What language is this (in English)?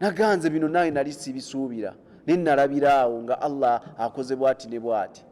Ganda